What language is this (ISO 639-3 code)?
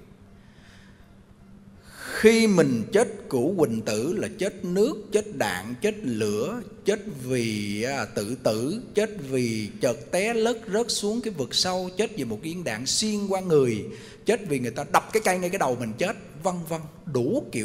vie